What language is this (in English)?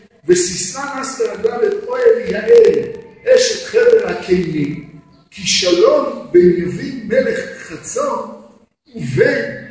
Hebrew